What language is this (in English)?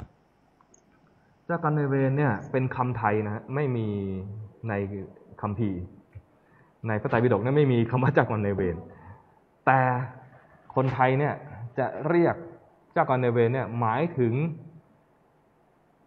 Thai